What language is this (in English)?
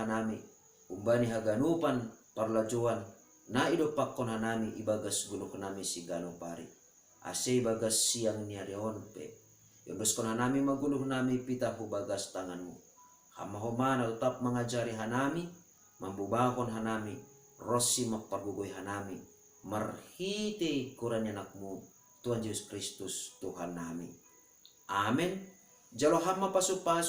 Batak Simalungun